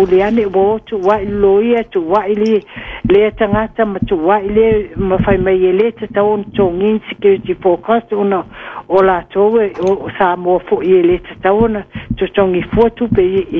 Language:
Samoan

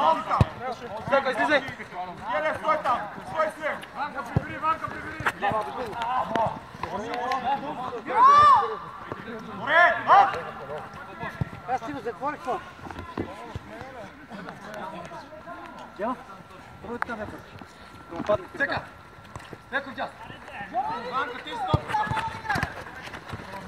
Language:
Bulgarian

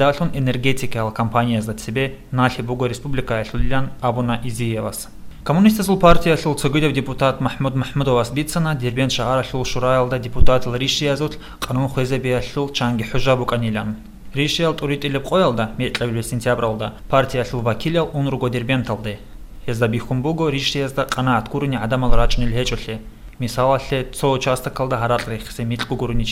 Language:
Avaric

